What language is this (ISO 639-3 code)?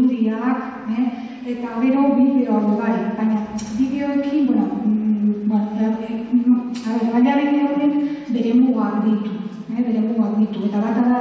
eus